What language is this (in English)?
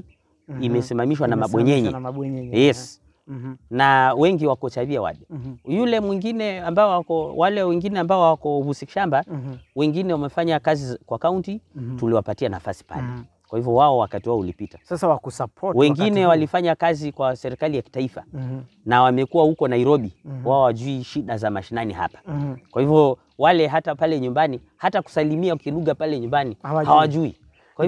Swahili